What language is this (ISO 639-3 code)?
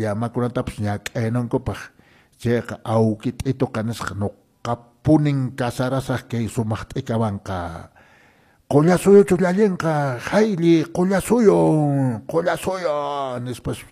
que